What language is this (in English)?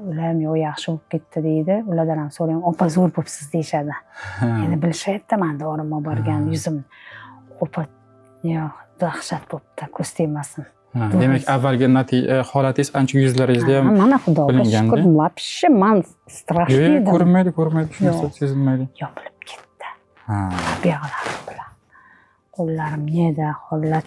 Uzbek